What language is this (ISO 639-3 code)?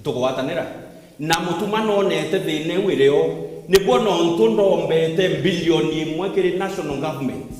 mer